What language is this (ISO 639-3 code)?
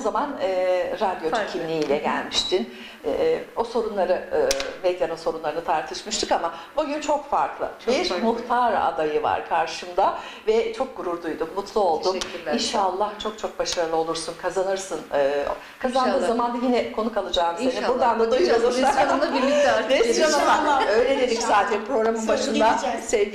tur